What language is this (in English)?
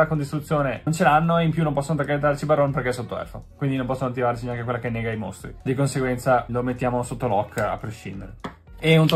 Italian